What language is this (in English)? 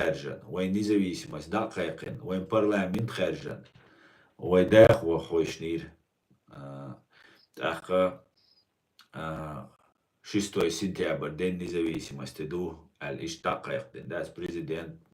Chechen